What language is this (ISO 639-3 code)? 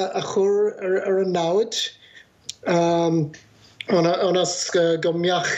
gle